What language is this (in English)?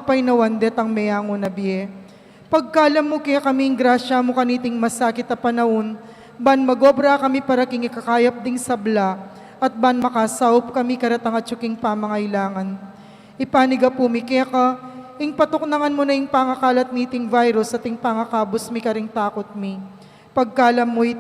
Pampanga